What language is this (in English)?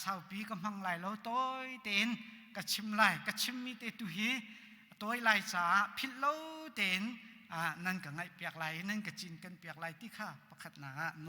Hakha Chin